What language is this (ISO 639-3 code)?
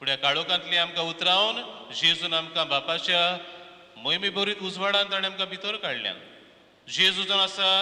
kok